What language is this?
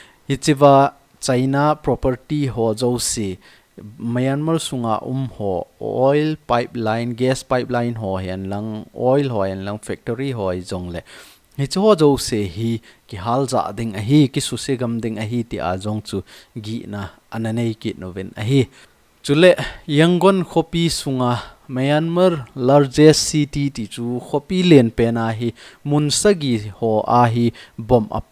Thado Chin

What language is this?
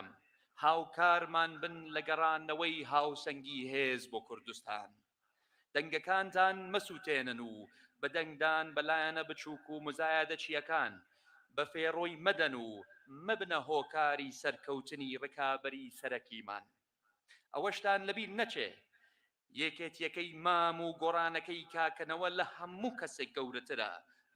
Central Kurdish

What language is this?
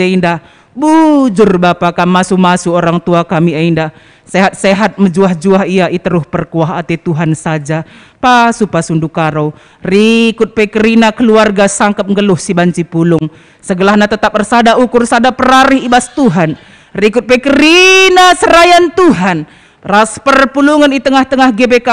Batak Karo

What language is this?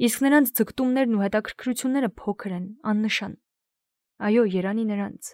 Armenian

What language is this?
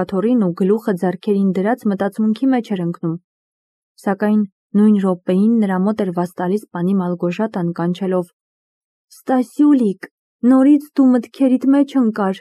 Armenian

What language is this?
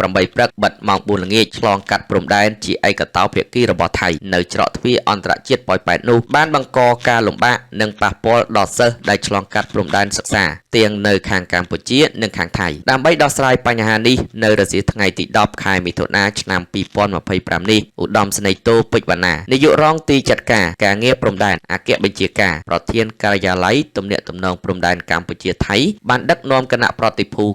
Khmer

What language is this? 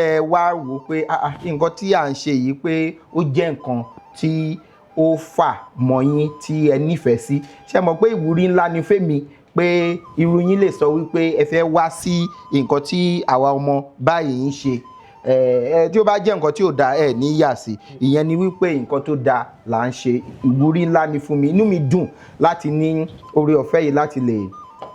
Yoruba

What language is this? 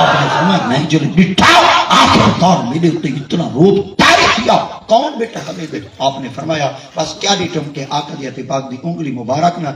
Saraiki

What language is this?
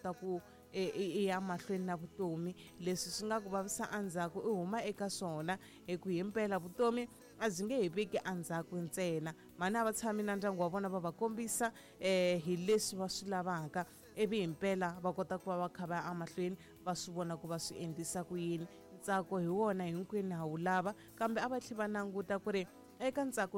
Tsonga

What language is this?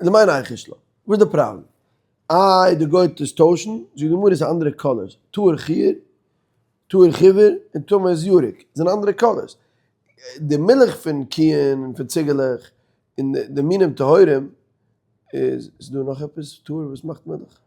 Yiddish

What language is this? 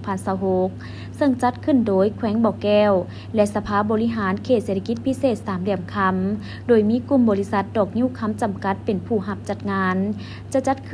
Lao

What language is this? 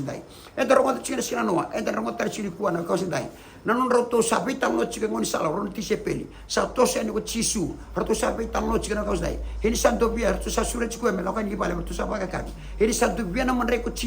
Fijian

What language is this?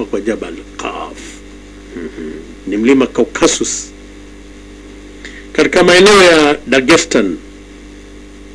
Swahili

